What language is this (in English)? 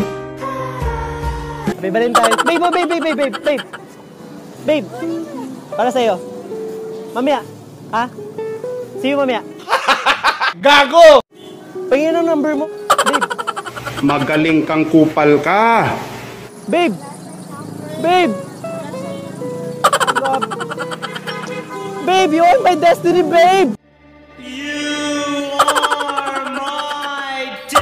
Filipino